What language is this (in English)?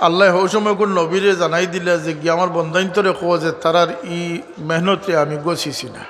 Sylheti